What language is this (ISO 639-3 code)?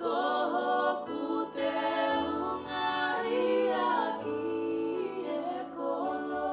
ton